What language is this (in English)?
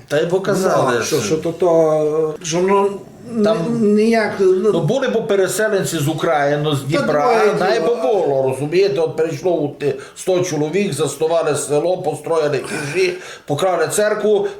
Rusyn